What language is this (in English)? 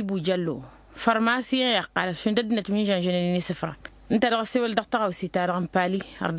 Tamasheq